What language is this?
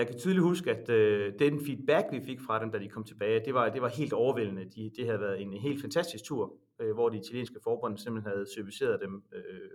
Danish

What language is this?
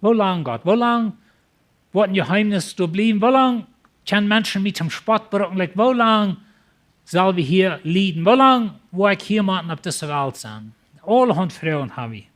Plautdietsch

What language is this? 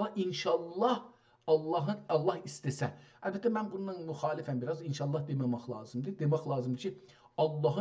South Azerbaijani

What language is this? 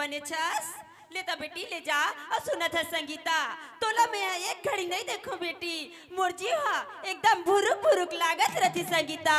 Chhattisgarhi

